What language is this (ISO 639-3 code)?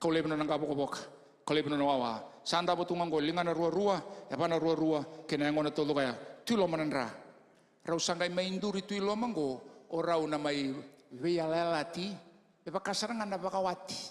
fij